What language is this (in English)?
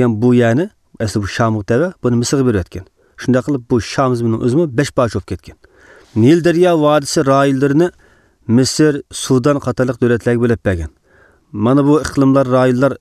Uyghur